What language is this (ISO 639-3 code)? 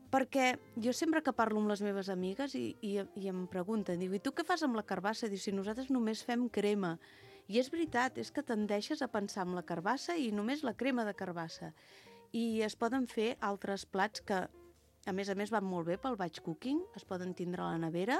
cat